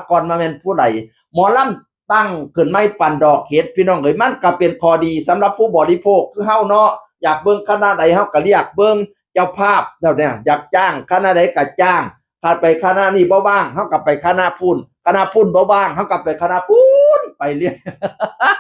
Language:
Northeastern Thai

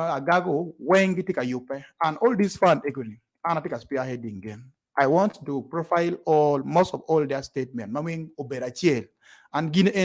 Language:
Acoli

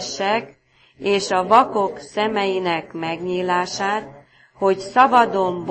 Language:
Hungarian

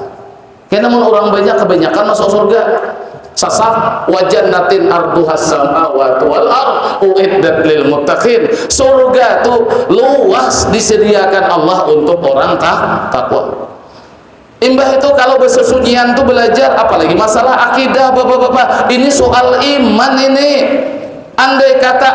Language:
Banjar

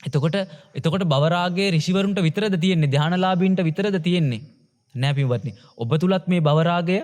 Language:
Sinhala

